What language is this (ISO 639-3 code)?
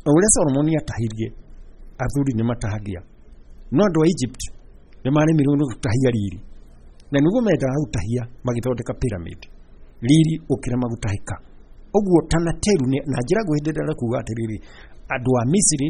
kik